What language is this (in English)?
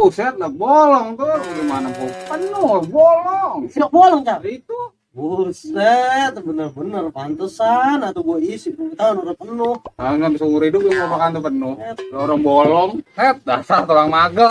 Betawi